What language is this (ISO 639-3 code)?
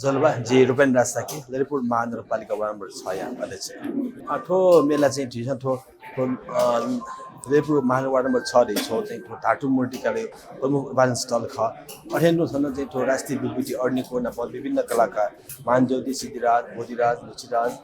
new